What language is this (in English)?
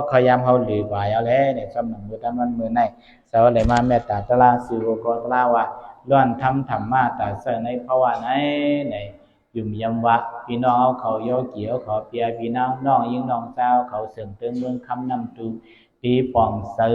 Shan